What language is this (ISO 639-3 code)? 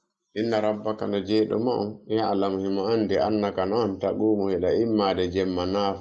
ful